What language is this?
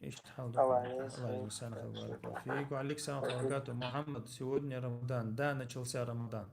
Chechen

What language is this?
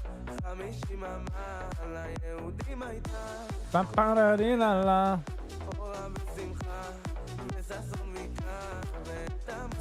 Yiddish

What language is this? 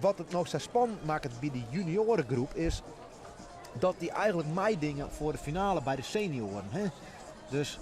Western Frisian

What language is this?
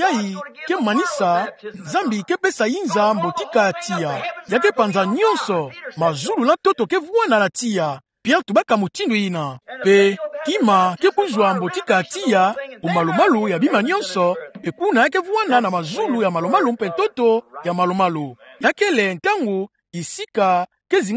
Kituba (Democratic Republic of Congo)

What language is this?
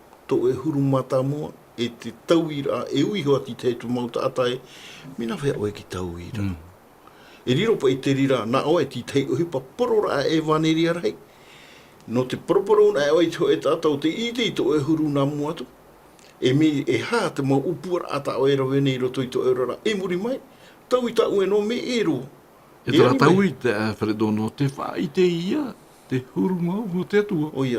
Tahitian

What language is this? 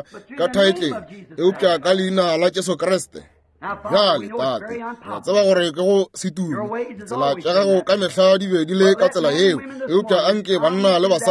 Northern Sotho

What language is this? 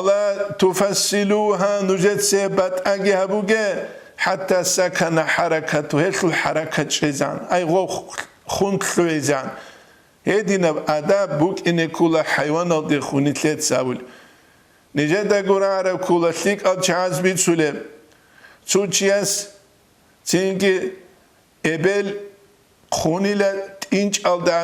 Avaric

